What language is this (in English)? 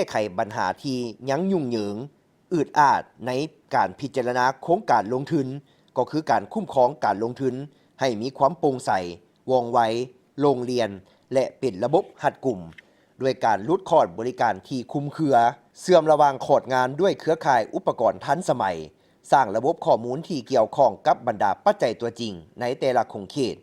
Lao